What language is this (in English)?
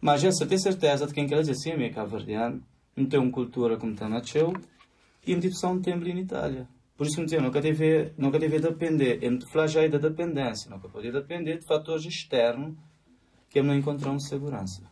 Kabuverdianu